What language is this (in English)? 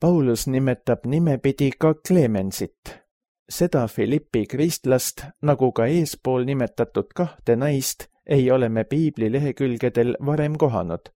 Estonian